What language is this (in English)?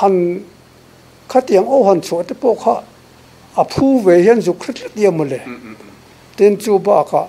Mizo